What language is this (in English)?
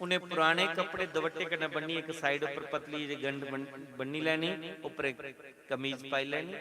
Dogri